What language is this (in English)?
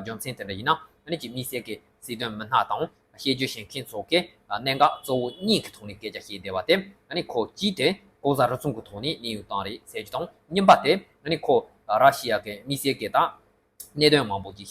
Tibetan